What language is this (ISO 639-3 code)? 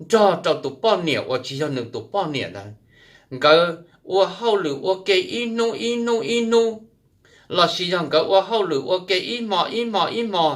hmn